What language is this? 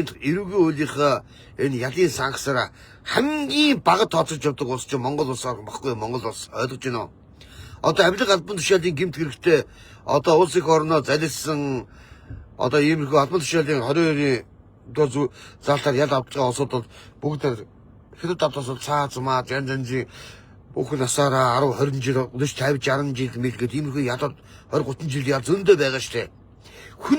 Mongolian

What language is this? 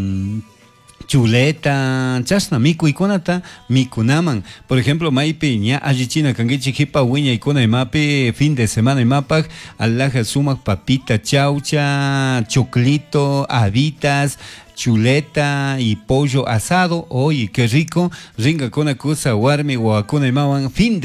Chimborazo Highland Quichua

